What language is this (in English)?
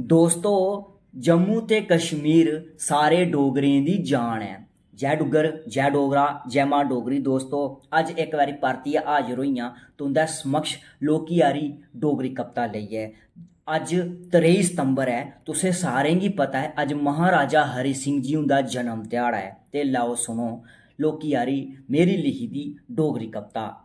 Dogri